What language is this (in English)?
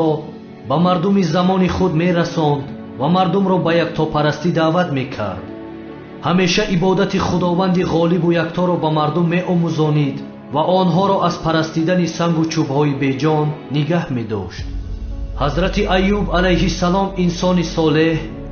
Tajik